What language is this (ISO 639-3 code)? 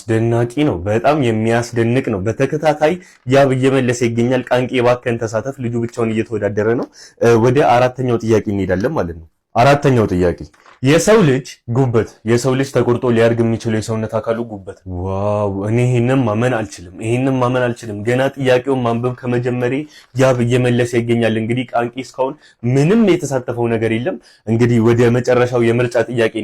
amh